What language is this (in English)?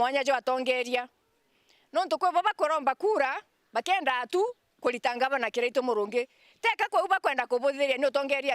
Meru